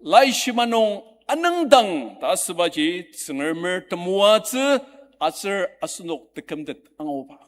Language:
Ao Naga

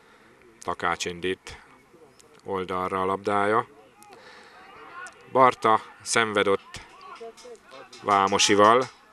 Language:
Hungarian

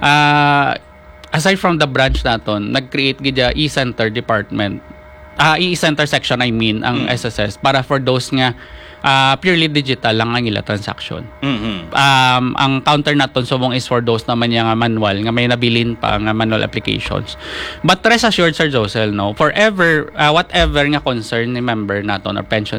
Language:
Hiligaynon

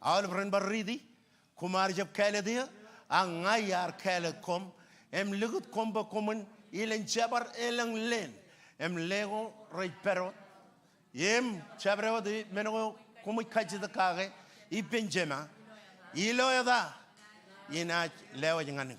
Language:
Marshallese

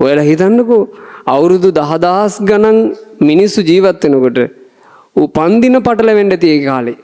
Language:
Sinhala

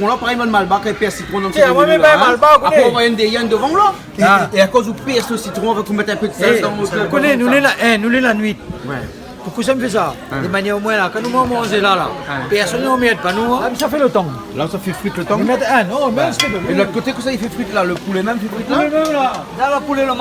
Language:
Réunion Creole French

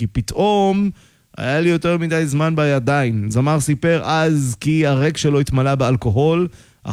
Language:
Hebrew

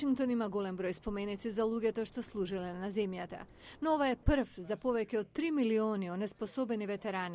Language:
Macedonian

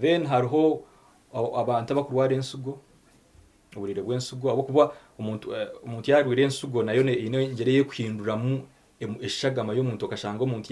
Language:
Nyankole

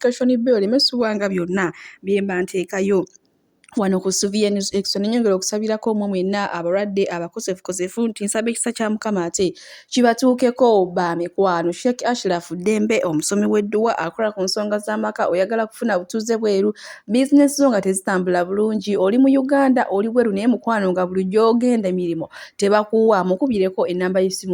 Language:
Ganda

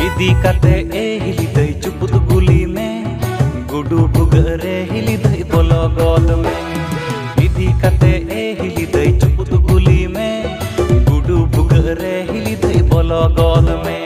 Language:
Santali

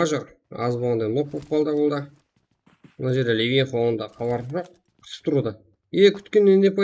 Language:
Kara-Kalpak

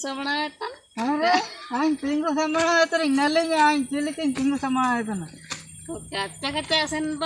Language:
Ho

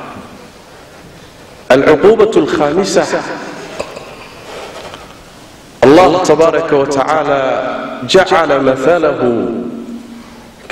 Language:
Arabic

